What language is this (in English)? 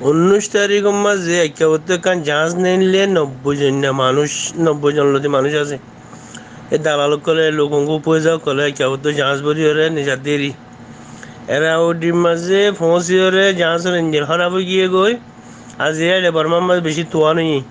Rohingya